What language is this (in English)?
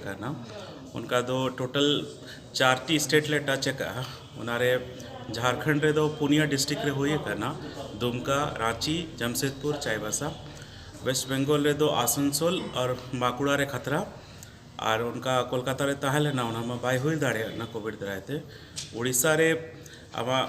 Santali